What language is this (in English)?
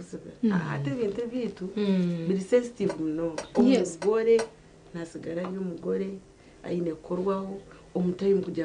Nyankole